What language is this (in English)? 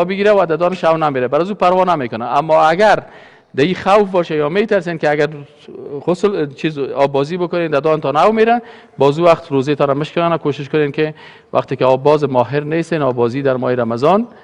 Persian